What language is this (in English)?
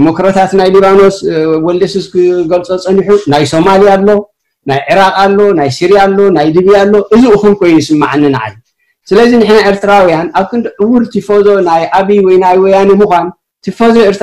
Tigrinya